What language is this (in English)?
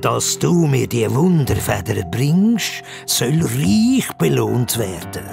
Swiss German